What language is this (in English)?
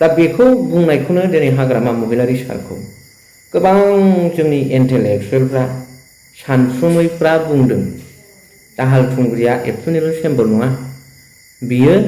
Bodo